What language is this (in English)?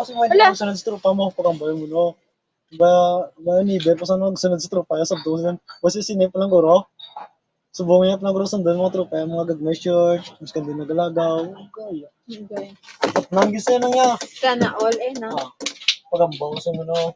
Hiligaynon